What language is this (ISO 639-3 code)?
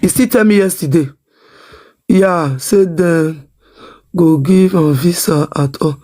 pcm